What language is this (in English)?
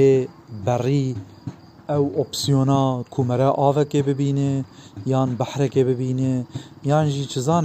Kurdish